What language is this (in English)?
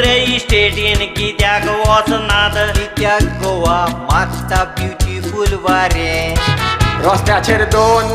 Konkani